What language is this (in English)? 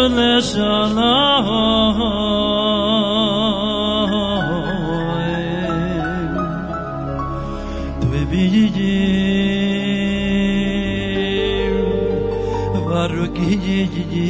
Hebrew